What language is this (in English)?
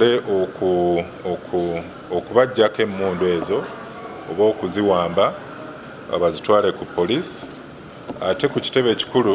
Ganda